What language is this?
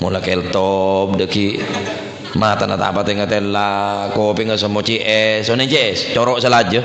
Madurese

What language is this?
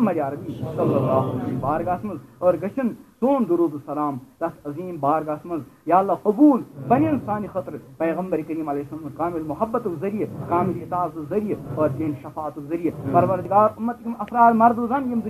Kashmiri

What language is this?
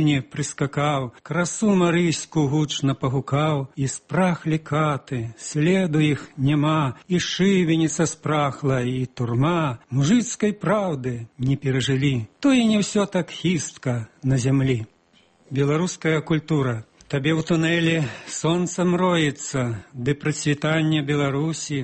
Belarusian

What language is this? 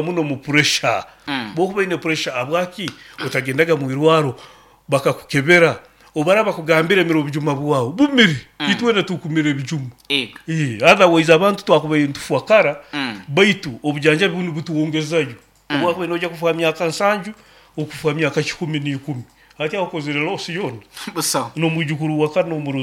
Nyoro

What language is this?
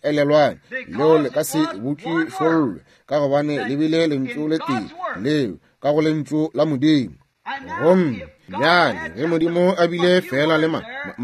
Northern Sotho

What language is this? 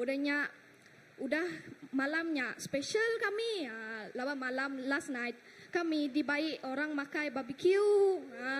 Iban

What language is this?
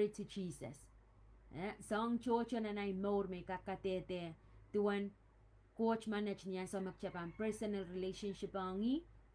Pohnpeian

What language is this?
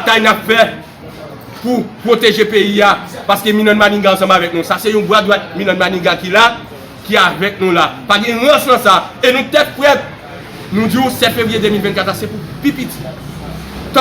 Haitian Creole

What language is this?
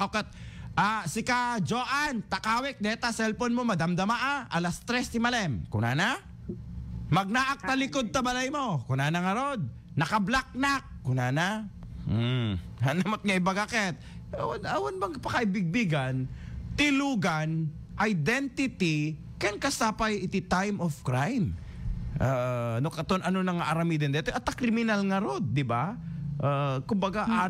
Iloko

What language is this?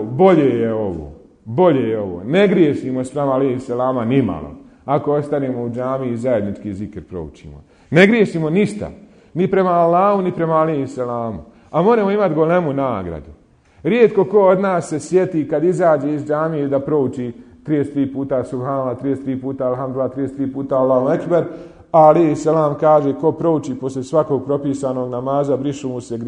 Bosnian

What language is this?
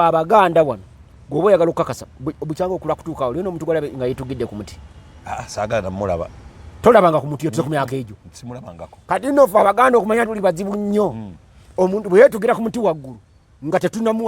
Ganda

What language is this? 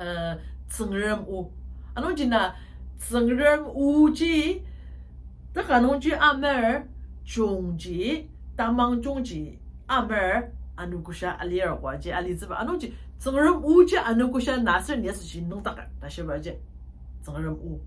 Ao Naga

